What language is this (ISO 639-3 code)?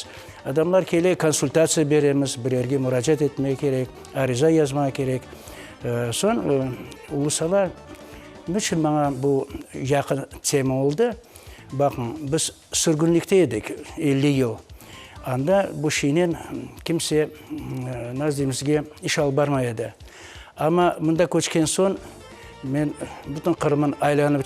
crh